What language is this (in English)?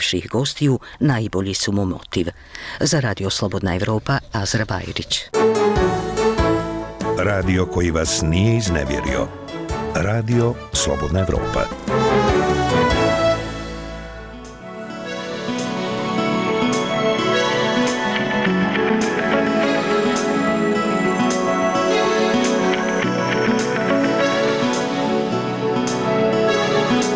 Bosnian